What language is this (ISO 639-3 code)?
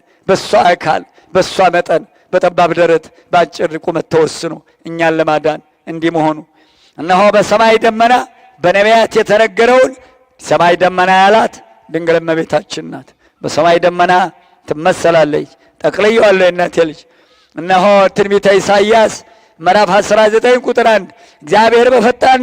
amh